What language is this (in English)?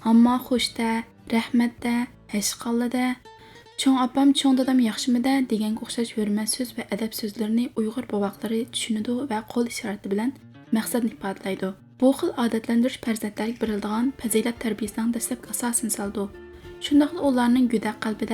Uyghur